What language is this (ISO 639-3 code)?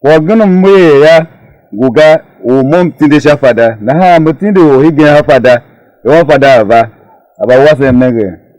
tiv